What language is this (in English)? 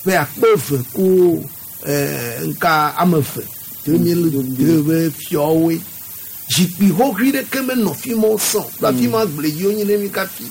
Gen